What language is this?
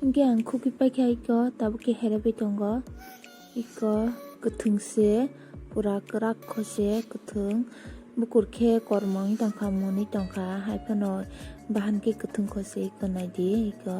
Kok Borok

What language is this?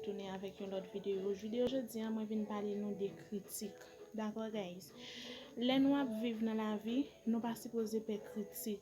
Haitian Creole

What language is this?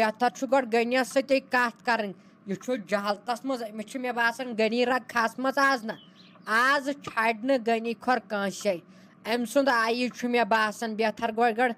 Kashmiri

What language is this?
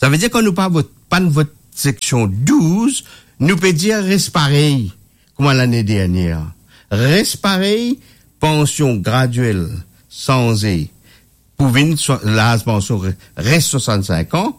Morisyen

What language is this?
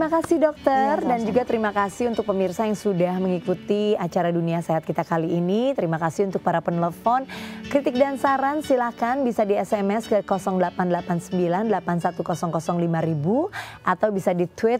Indonesian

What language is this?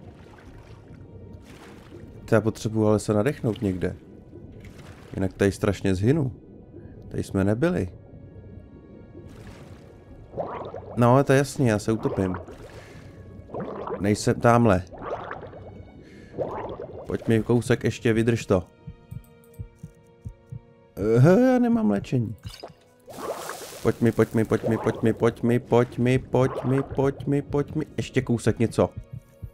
Czech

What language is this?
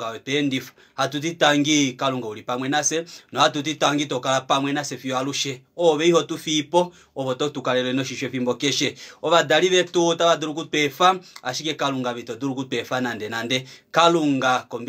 Kuanyama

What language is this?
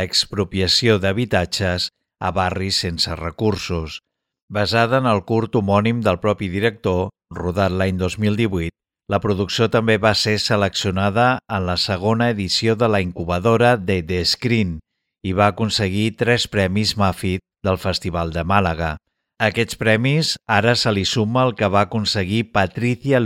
Catalan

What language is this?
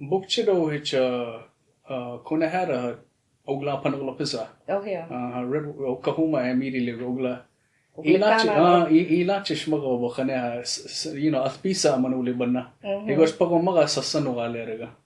Choctaw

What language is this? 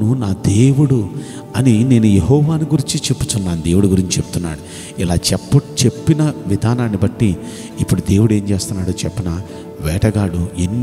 Telugu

